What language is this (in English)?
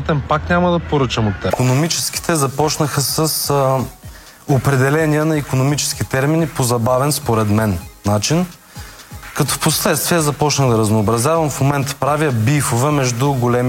Bulgarian